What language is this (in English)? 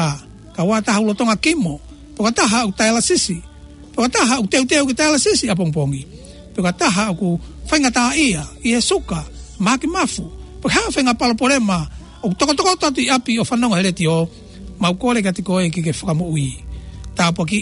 Tongan